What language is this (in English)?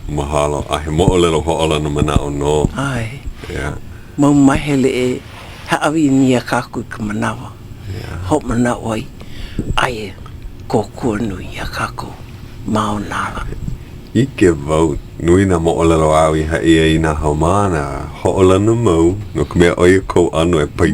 Hawaiian